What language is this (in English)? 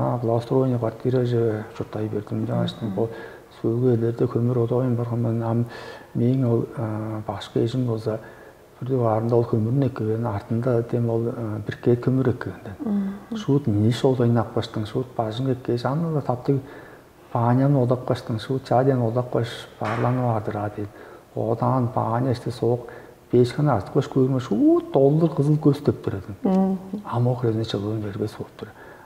Tuvinian